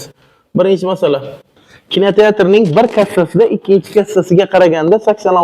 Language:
Uzbek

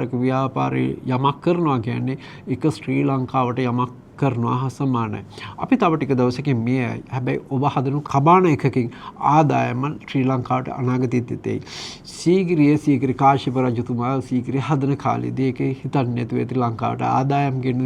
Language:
Sinhala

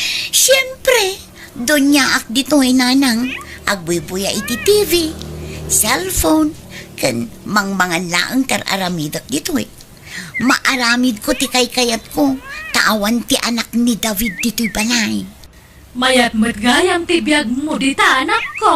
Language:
Iloko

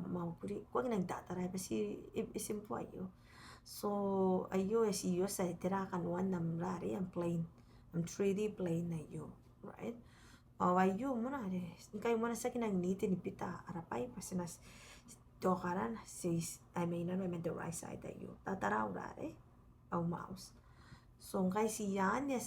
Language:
Gilbertese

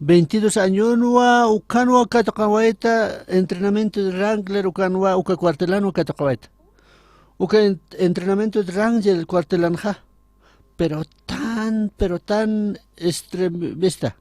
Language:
Aymara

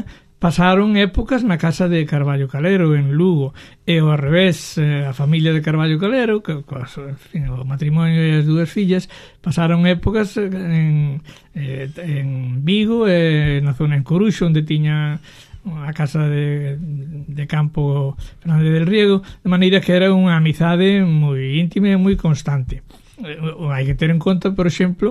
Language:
Galician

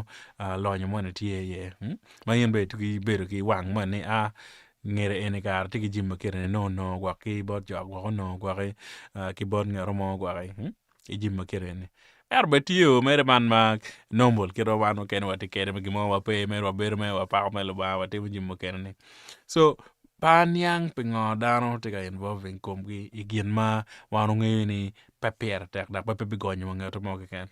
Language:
Acoli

